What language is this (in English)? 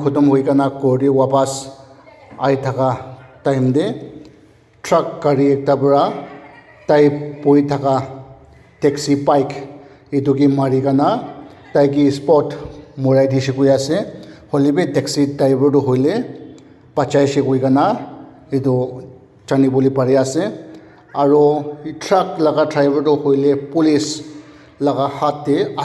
Naga Pidgin